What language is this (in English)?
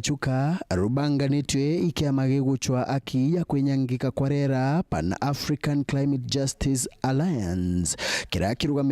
Meru